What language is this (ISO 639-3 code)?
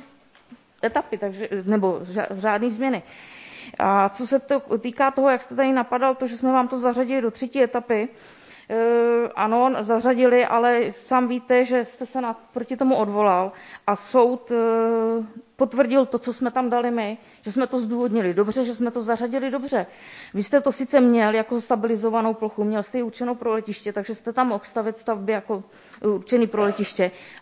ces